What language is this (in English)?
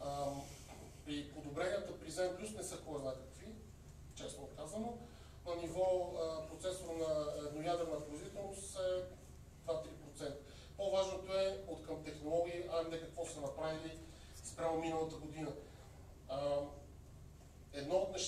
Bulgarian